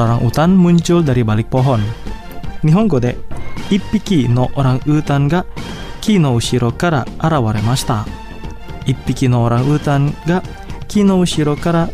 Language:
Japanese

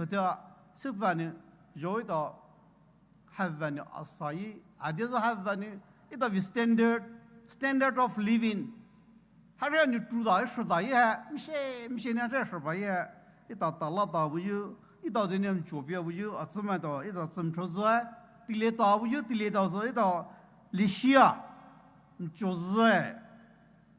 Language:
Poumei Naga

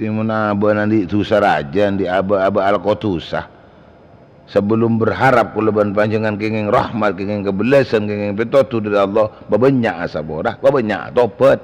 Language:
Madurese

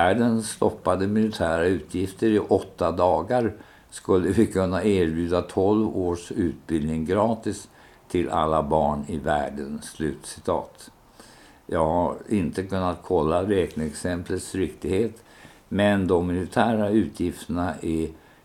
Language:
Swedish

